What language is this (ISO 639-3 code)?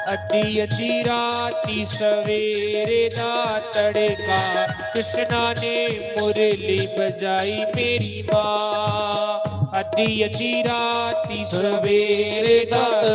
doi